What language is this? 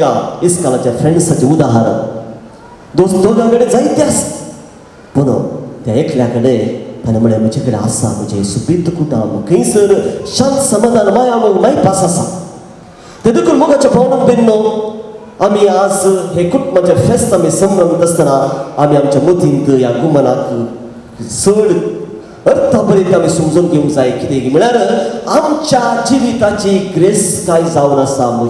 Konkani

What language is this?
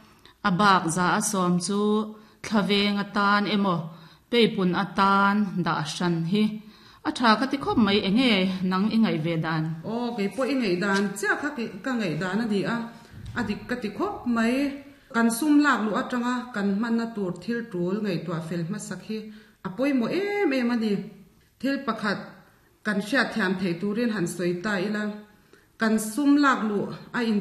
Mizo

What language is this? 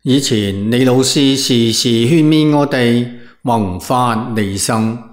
Cantonese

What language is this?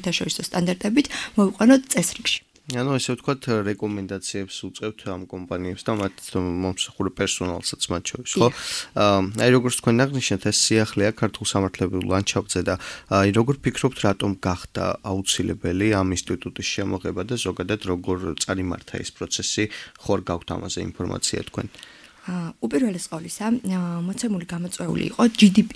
Georgian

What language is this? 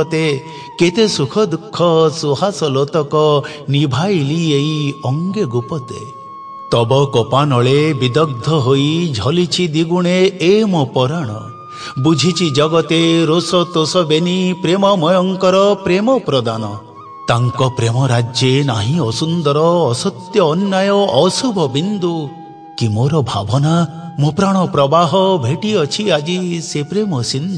Odia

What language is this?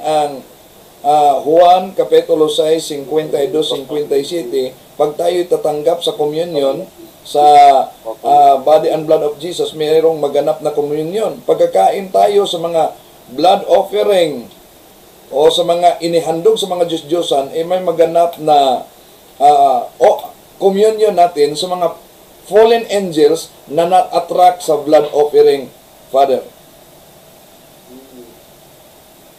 Filipino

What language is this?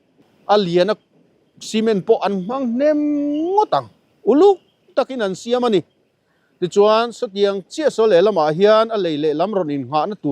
Mizo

